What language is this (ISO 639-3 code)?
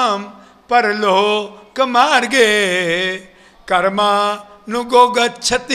guj